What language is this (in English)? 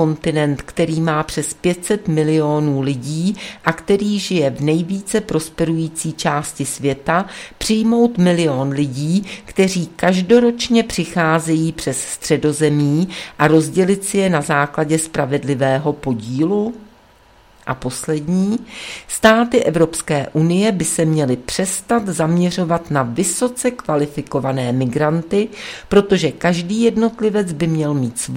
Czech